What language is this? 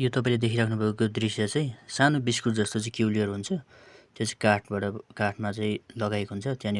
Nepali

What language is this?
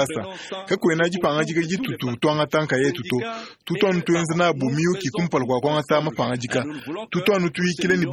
Luba-Lulua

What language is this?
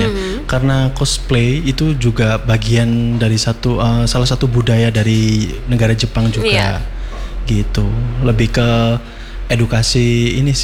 Indonesian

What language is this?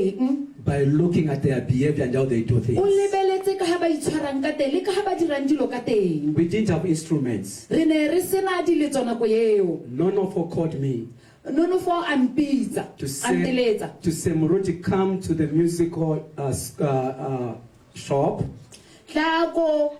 Tswana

